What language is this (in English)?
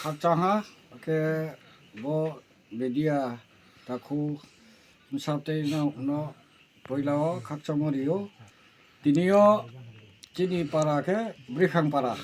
Kok Borok